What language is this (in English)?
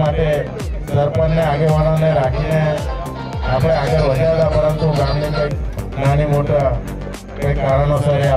Gujarati